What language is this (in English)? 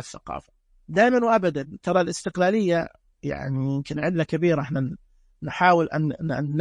Najdi Arabic